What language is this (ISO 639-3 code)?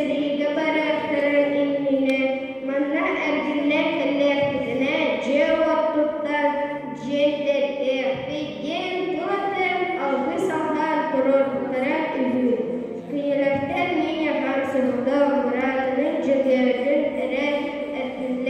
sah